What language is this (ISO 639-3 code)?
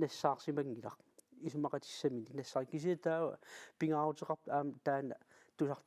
kal